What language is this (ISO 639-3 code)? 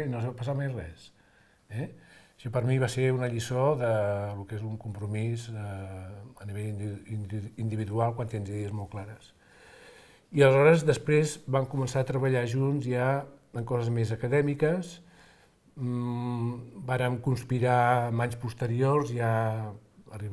cat